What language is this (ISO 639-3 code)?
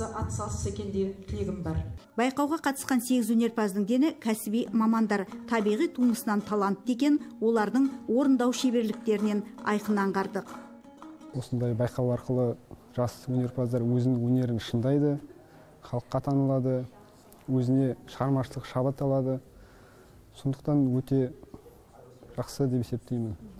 kaz